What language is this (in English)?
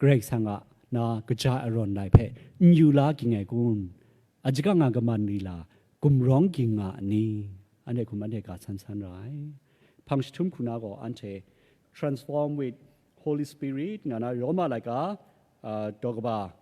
Kachin